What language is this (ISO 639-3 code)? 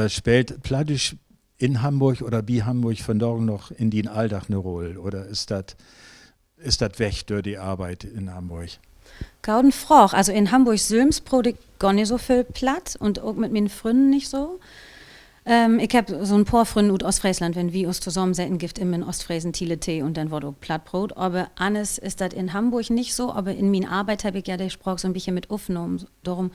nds